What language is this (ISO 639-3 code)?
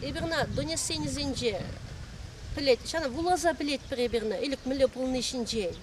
chv